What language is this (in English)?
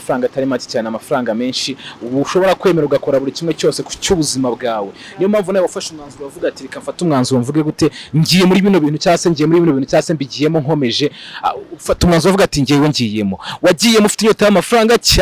Kinyarwanda